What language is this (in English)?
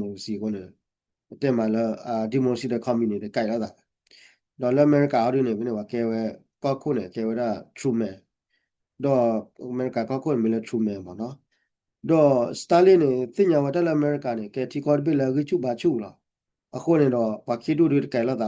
S'gaw Karen